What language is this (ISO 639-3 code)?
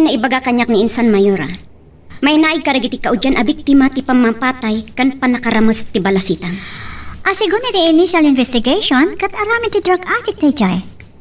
ilo